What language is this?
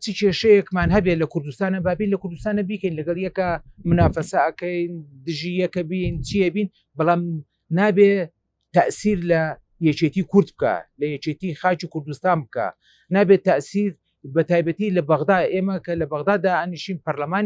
Central Kurdish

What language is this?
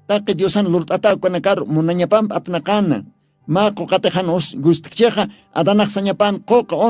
Aymara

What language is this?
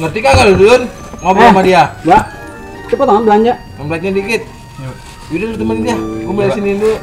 Betawi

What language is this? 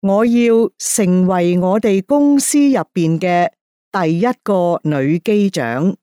Cantonese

